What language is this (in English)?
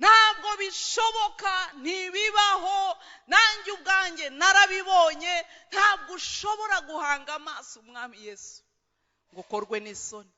Kinyarwanda